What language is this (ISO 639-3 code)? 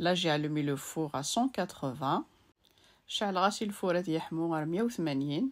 kab